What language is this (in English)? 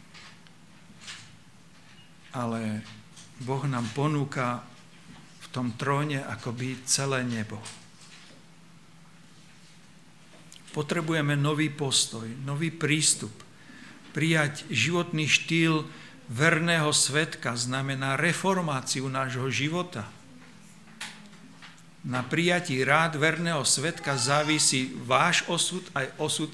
Slovak